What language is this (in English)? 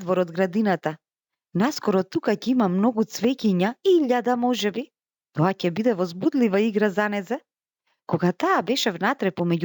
Macedonian